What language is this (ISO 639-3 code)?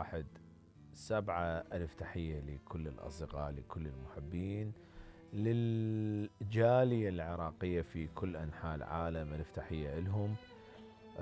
acm